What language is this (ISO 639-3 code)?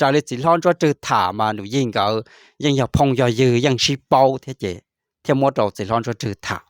hmn